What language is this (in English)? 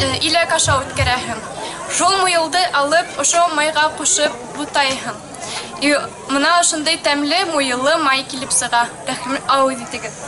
Bashkir